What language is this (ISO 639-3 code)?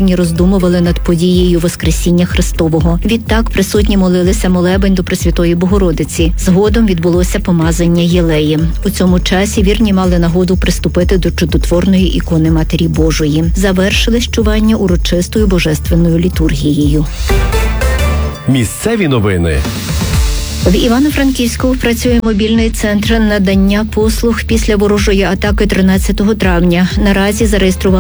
ukr